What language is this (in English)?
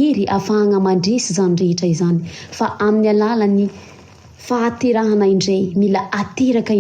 Malagasy